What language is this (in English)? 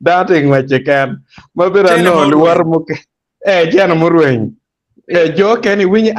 Acoli